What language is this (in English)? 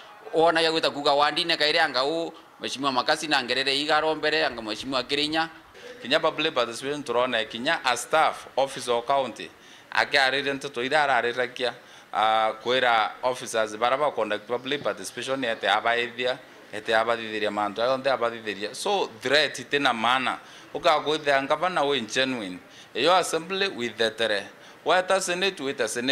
Meru